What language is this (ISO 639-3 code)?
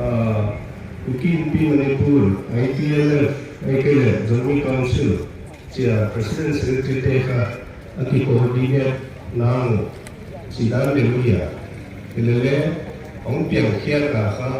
pck